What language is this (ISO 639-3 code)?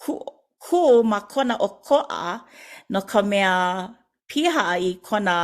haw